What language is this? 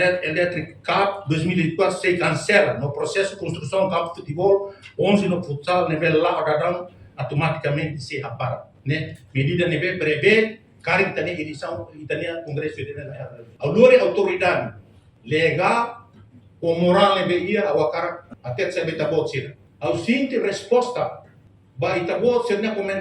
Tetum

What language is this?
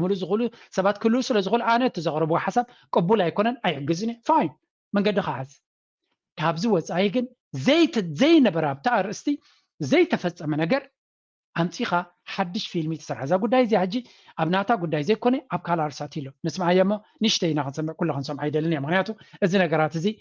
Tigrinya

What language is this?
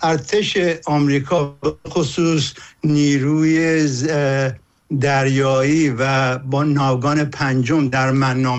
Persian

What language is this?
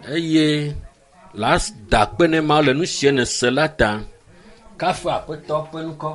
Ewe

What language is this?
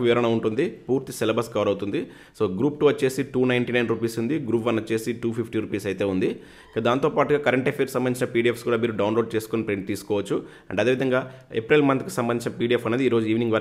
Telugu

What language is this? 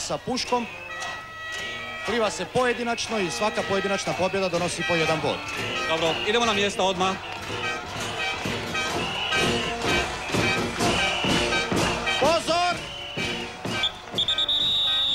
Croatian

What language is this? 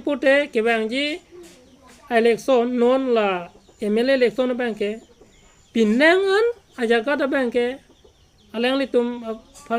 Karbi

